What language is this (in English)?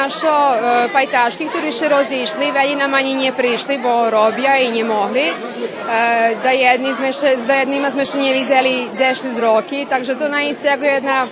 Rusyn